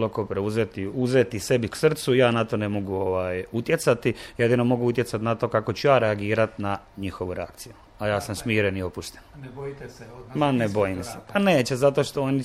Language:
Croatian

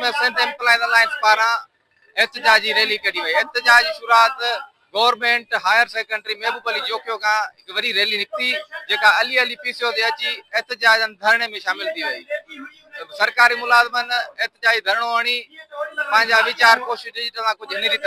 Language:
Sindhi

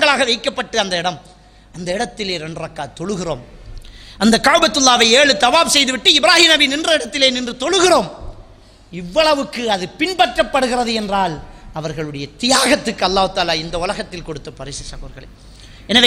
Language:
Tamil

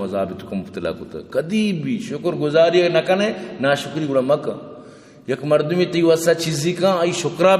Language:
Baluchi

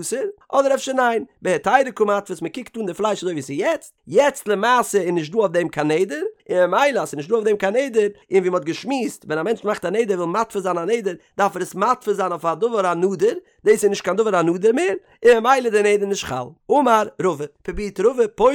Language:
Yiddish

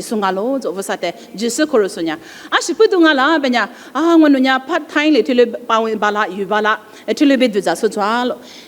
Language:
Lisu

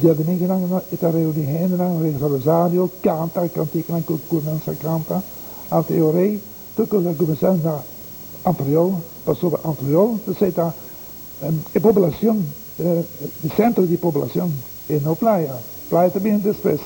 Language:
Papiamento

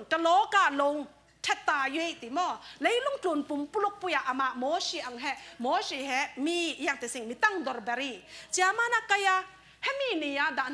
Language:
Falam Chin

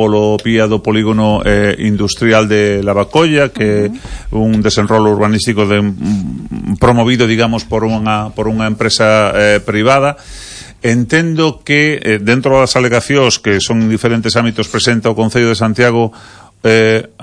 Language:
Galician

